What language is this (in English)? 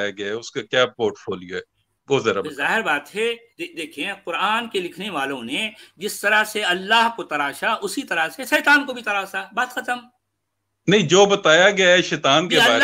Urdu